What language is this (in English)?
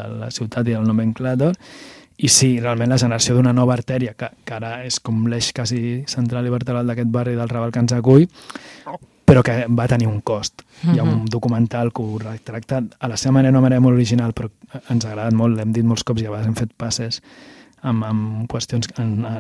Catalan